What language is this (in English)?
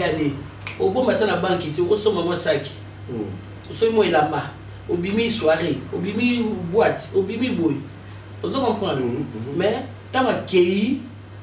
Lingala